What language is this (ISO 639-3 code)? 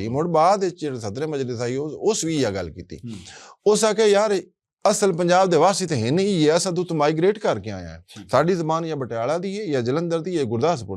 lah